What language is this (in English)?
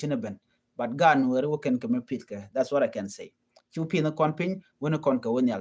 Nuer